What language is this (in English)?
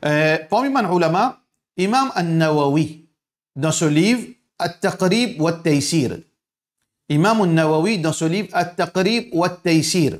Morisyen